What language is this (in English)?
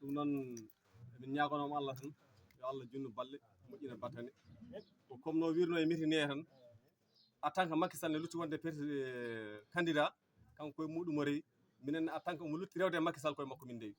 Fula